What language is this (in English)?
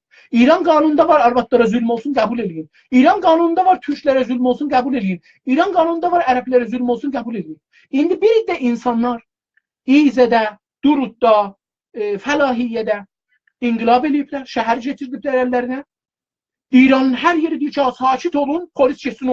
South Azerbaijani